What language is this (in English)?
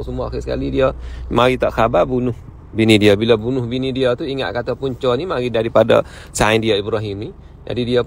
Malay